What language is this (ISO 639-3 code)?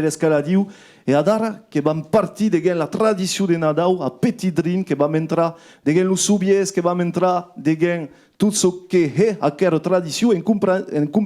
oci